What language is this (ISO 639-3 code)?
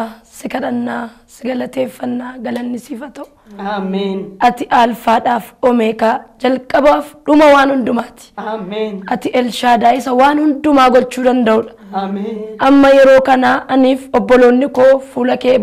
orm